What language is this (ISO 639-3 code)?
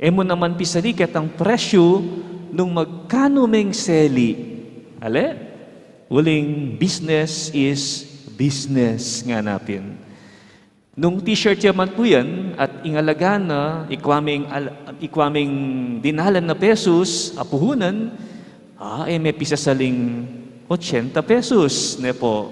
pam